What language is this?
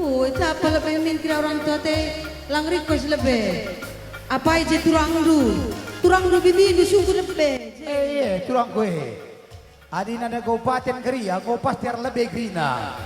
Batak Karo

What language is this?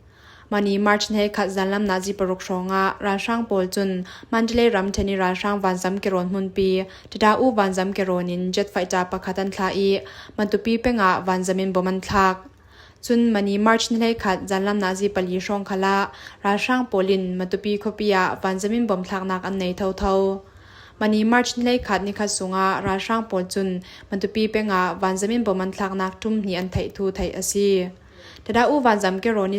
Falam Chin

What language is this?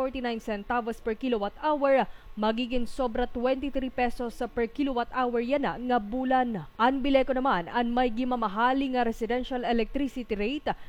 Waray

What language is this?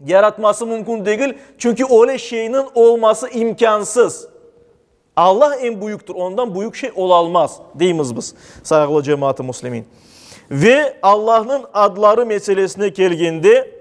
Crimean Tatar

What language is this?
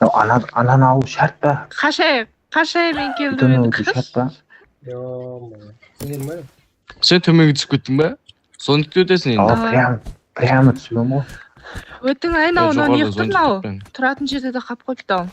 Kara-Kalpak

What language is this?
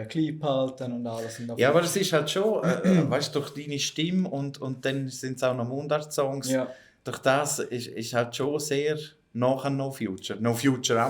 Swiss German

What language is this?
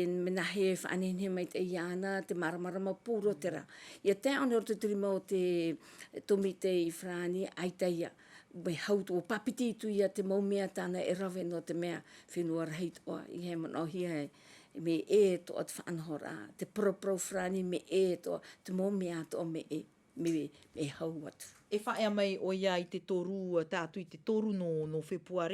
Tahitian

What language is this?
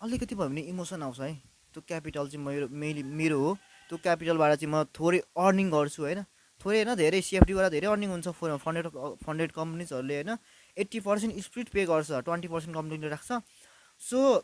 Nepali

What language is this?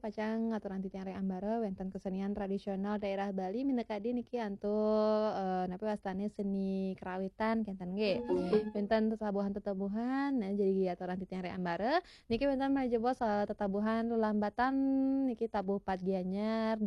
Balinese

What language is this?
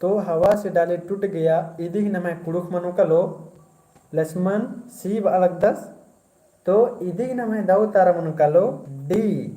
Kurukh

